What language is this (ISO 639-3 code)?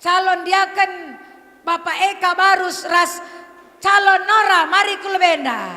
btx